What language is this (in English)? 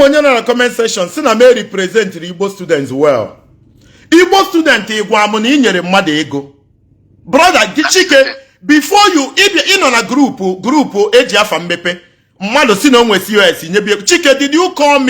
Igbo